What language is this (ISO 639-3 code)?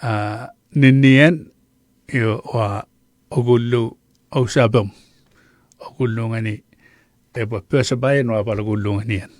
chk